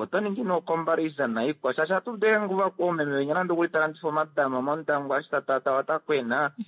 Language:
Kuanyama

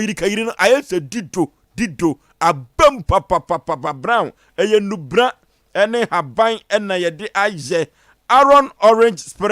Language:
Akan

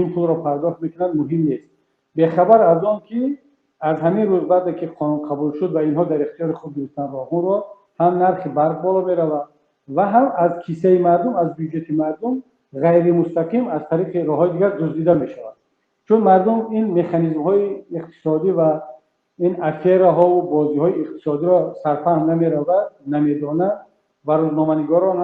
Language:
Tajik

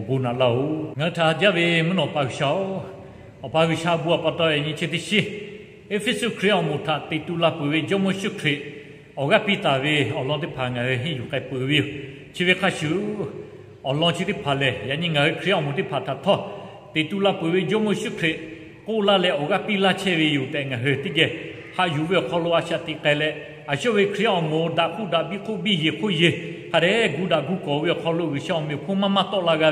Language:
Lahu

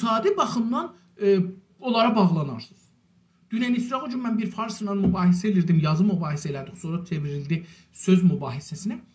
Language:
South Azerbaijani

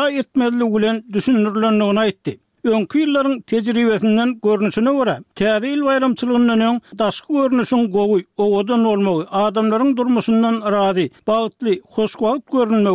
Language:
Turkmen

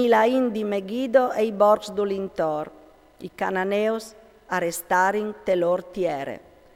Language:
Friulian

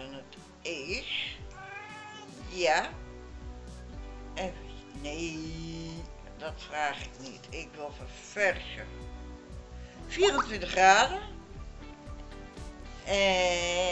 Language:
Dutch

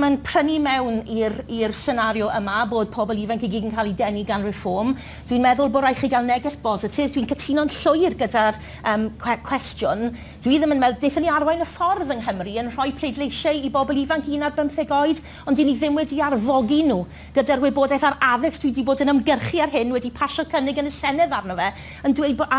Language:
Welsh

